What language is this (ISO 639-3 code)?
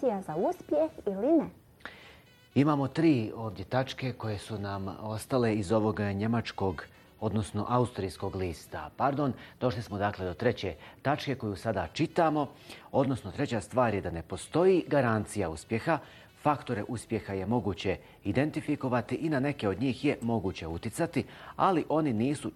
bos